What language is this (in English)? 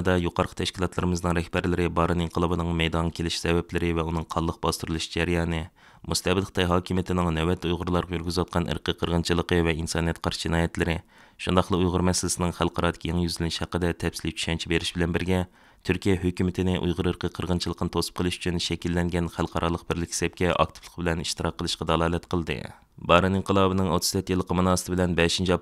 Uyghur